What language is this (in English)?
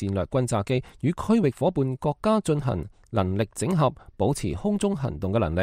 Cantonese